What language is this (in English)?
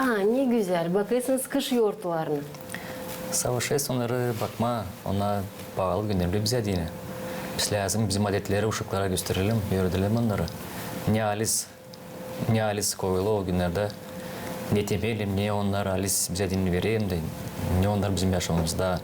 Gagauz